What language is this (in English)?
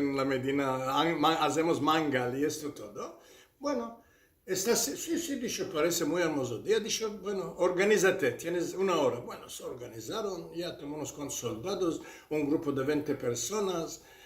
Ladino